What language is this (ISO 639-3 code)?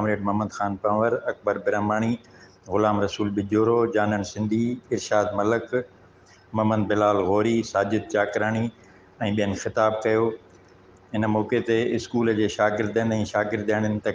snd